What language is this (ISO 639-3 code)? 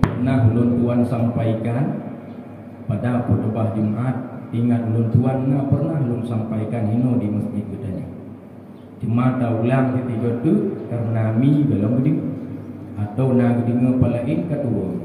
ace